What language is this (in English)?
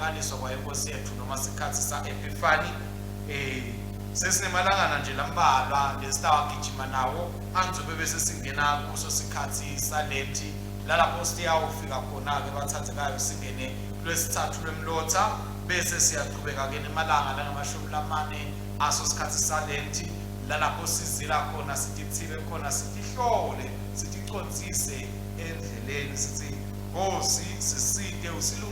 Swati